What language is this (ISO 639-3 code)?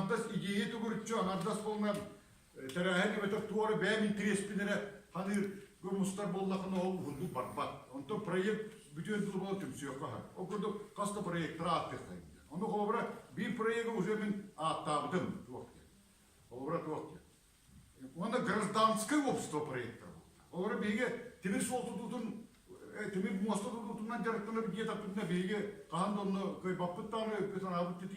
sah